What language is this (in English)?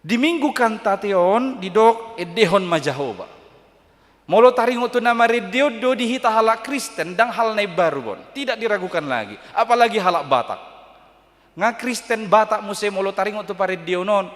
Batak Toba